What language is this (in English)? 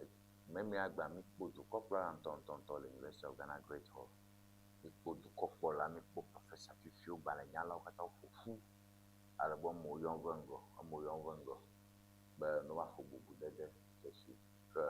Ewe